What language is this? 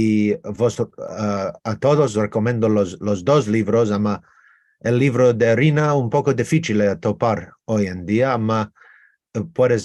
Ladino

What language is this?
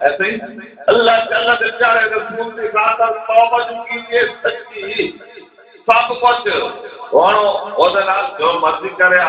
Saraiki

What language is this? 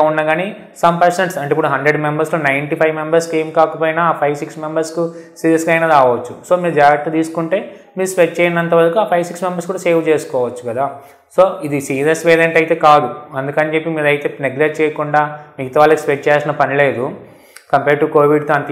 Telugu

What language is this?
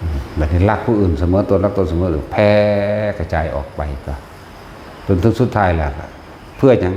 Northeastern Thai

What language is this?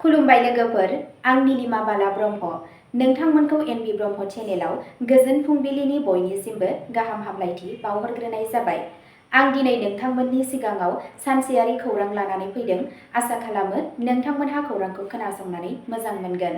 Bodo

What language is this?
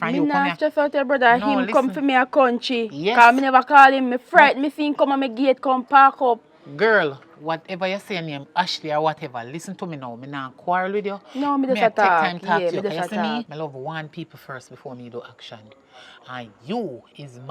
Jamaican Creole English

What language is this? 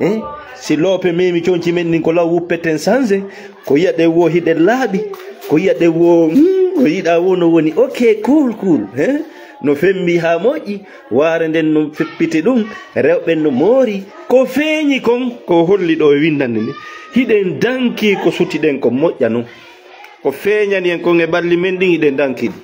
Fula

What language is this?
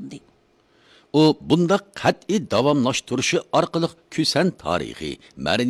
Uyghur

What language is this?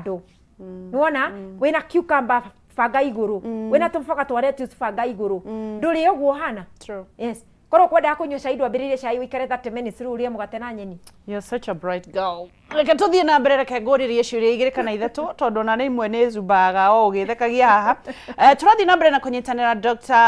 Kikuyu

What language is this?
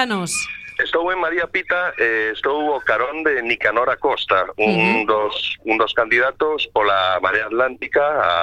Galician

